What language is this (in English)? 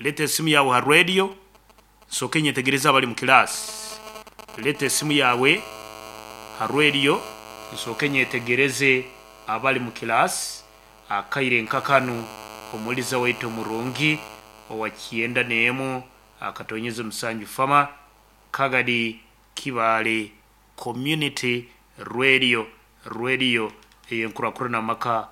Nyoro